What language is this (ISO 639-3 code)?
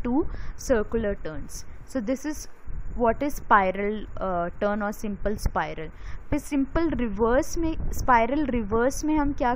hin